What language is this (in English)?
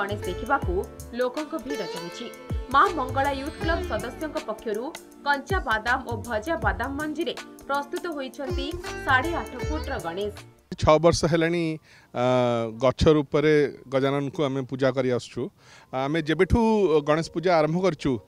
Odia